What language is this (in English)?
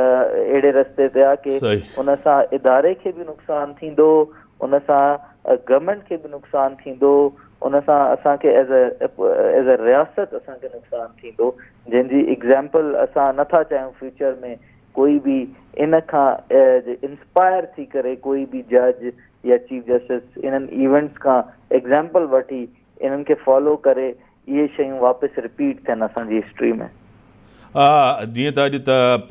Sindhi